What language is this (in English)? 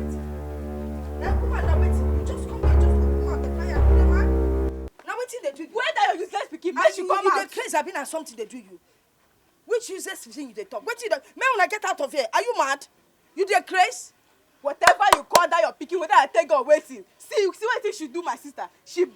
Nigerian Pidgin